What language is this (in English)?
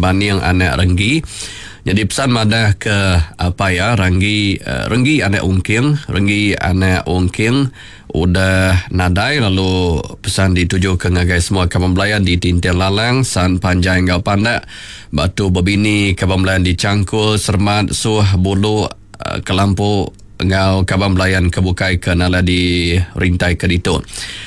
Iban